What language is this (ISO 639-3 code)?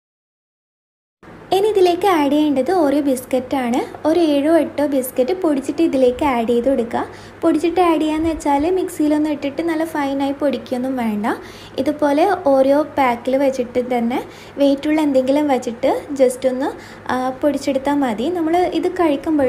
mal